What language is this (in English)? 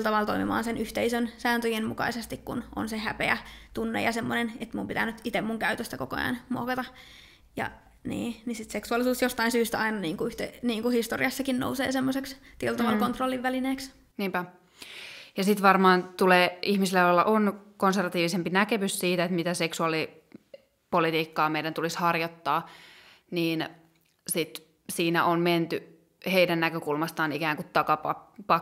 Finnish